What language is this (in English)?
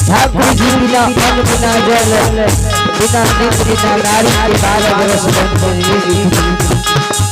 Angika